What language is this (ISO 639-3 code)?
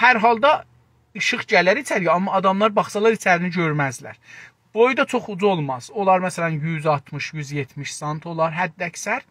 azb